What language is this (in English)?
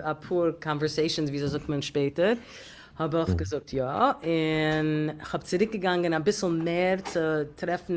Yiddish